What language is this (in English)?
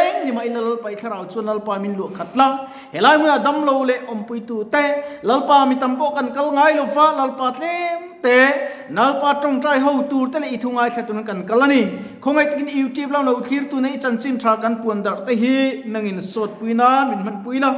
Mizo